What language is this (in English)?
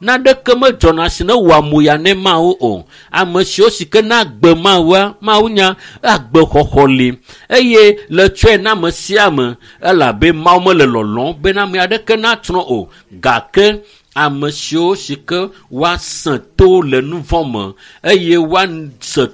Ewe